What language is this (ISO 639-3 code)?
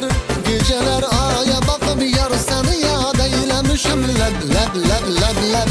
tur